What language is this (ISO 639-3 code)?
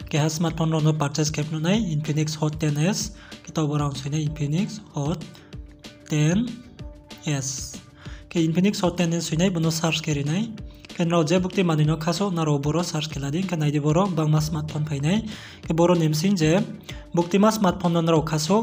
ria